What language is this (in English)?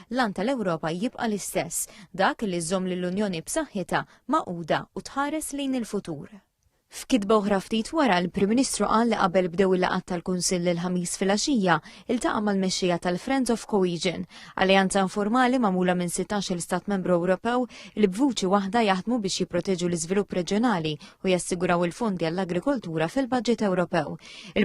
Maltese